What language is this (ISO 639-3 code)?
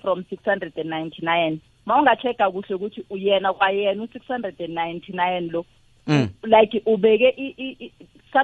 nbl